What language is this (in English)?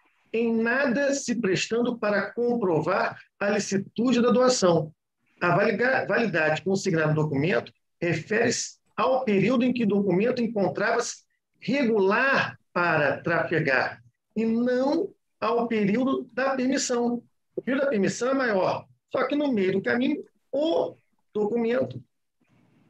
Portuguese